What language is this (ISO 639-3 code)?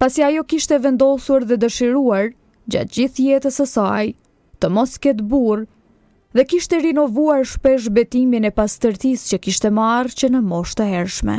sqi